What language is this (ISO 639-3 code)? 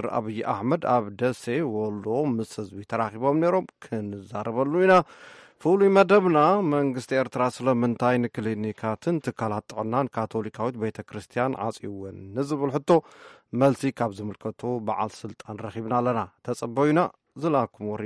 tir